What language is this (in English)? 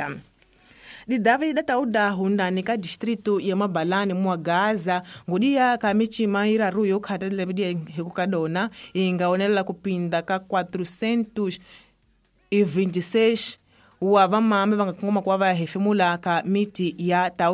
Tsonga